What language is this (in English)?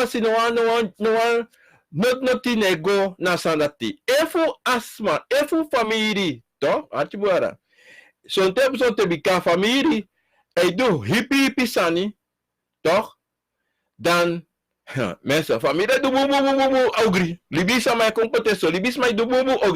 Sranan Tongo